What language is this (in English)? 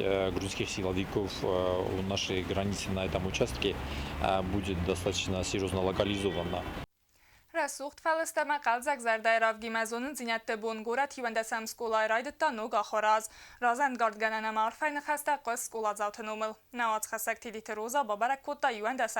Ossetic